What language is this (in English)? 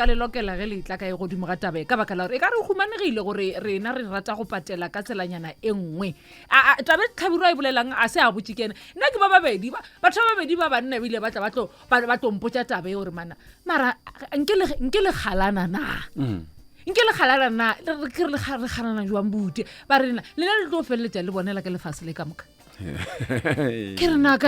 Northern Sotho